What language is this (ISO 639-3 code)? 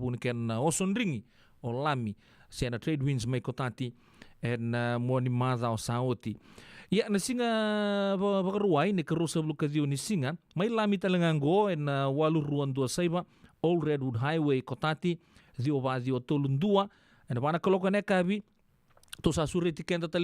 fij